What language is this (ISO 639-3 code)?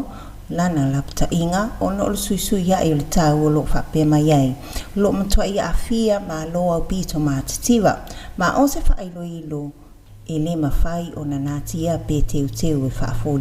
smo